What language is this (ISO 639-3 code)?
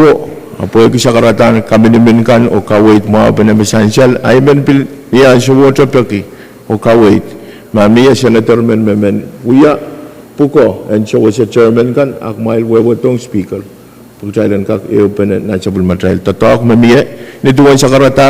pon